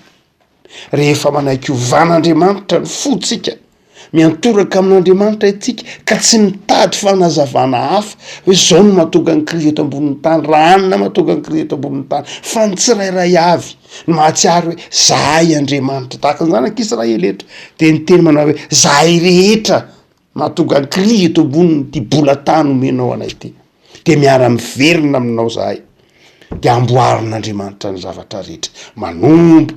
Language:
Malagasy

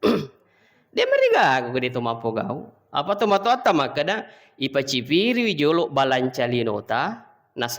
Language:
Buginese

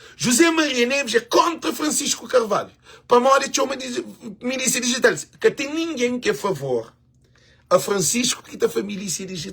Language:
Kabuverdianu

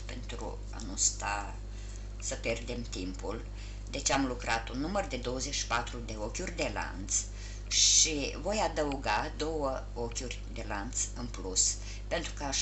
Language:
Romanian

